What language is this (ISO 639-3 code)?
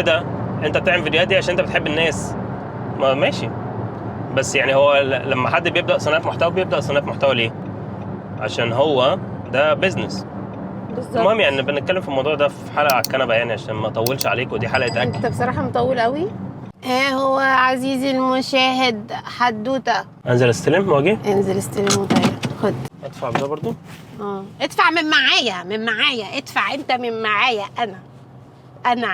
arz